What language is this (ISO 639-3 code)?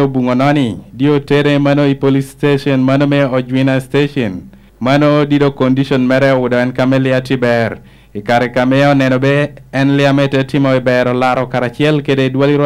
laj